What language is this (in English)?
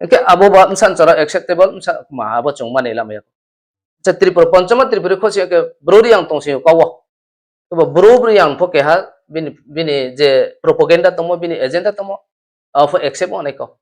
Riang (India)